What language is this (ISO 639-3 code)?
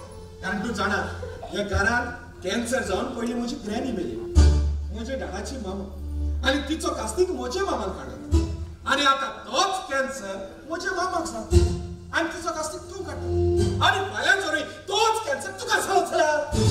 kok